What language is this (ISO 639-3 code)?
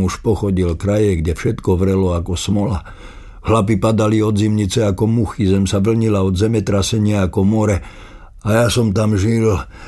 slk